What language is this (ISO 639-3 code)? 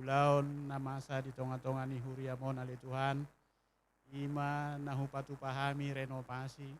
bbc